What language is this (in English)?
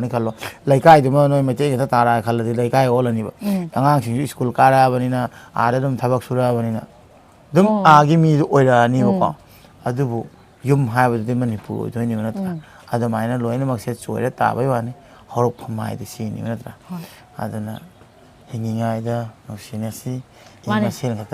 Manipuri